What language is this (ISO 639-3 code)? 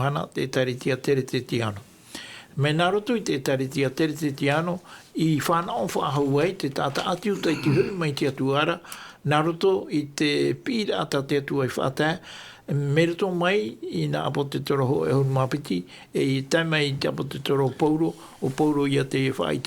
tah